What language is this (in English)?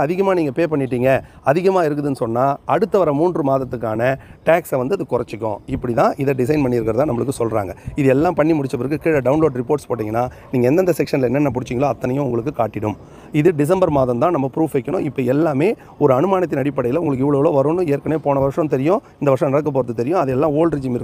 Tamil